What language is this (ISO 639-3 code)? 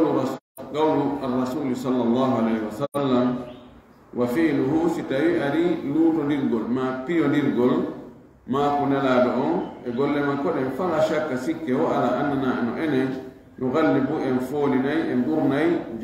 ful